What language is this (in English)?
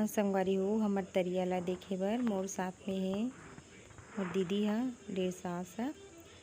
Chhattisgarhi